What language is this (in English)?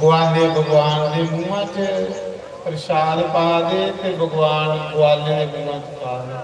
Dogri